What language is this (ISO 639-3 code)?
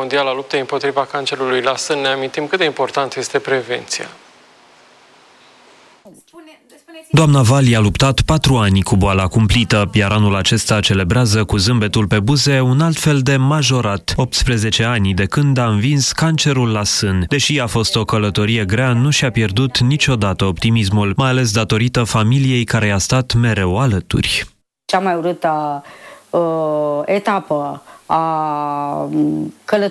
ron